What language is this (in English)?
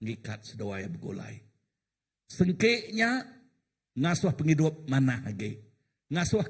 Iban